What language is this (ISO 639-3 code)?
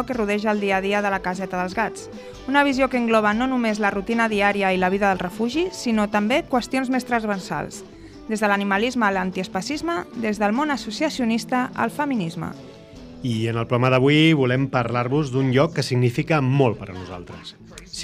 cat